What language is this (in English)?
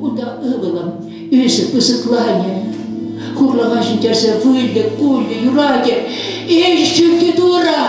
Chuvash